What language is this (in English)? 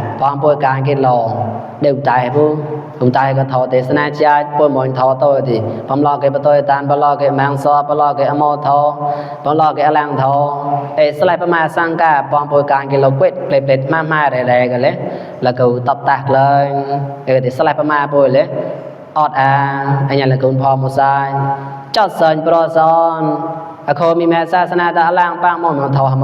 Mon